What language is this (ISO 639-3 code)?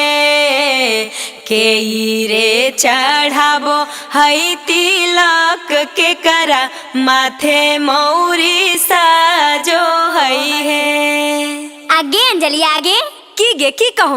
mag